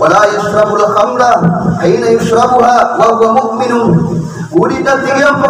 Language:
Maranao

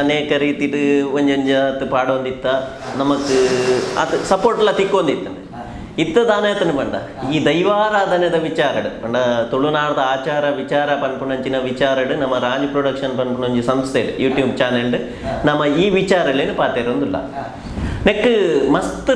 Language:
Tulu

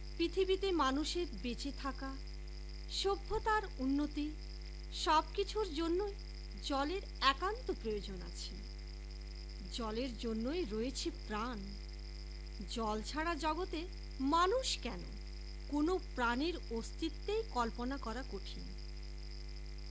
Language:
Bangla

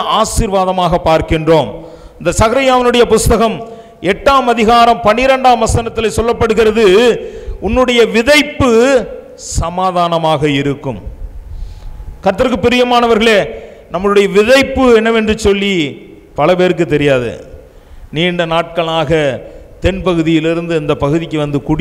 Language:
Tamil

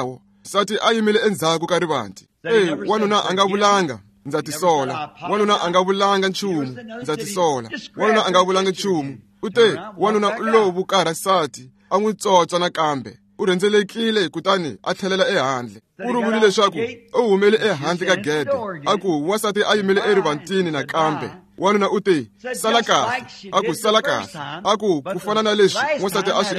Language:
Tsonga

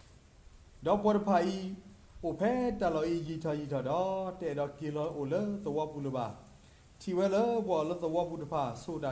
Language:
S'gaw Karen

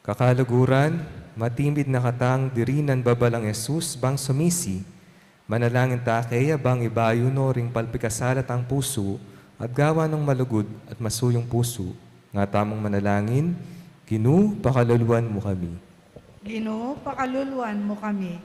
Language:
Pampanga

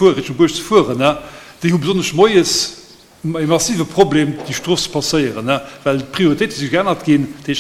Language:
Luxembourgish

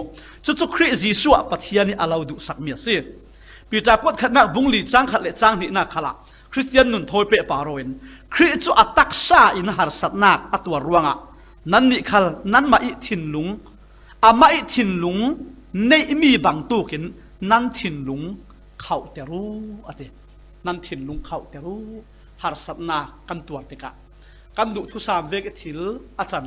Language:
Falam Chin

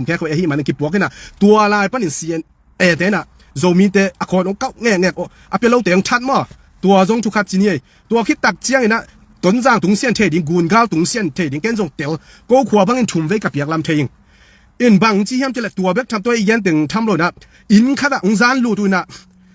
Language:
Tedim Chin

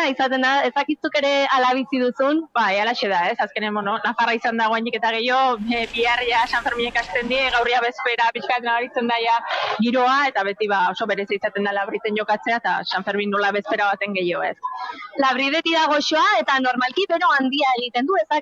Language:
Basque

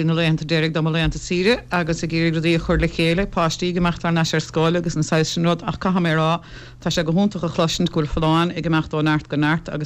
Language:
Irish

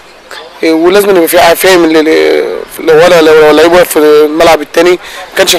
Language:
Egyptian Arabic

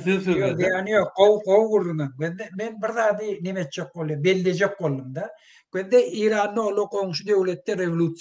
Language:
Turkmen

